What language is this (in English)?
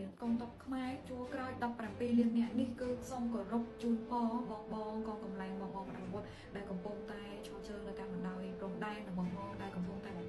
Khmer